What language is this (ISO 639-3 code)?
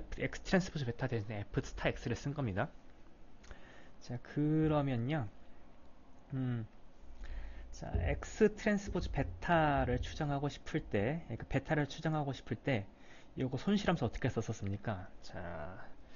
kor